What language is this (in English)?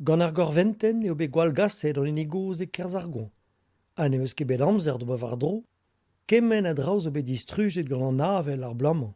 Breton